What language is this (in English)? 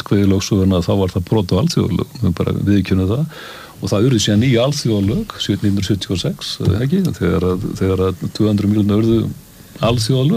Icelandic